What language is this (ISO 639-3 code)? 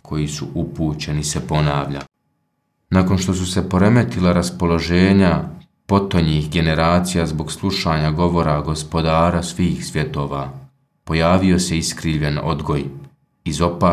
bos